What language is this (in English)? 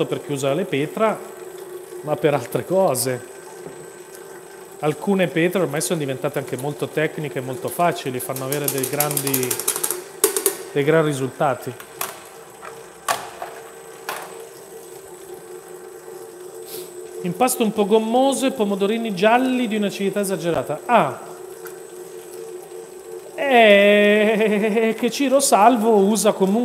Italian